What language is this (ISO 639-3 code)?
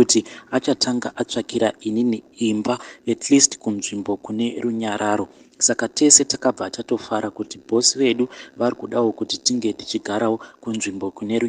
sna